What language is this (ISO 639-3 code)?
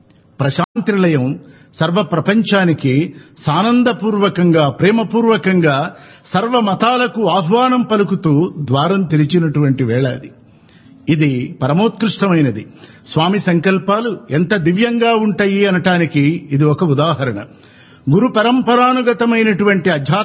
tel